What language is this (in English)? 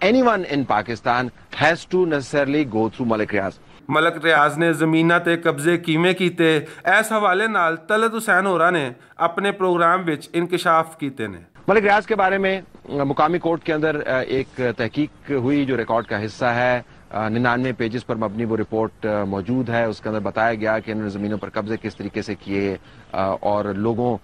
Western Panjabi